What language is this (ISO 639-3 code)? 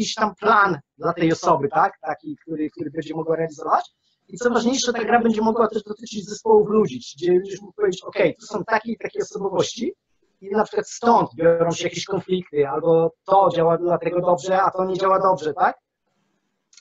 pol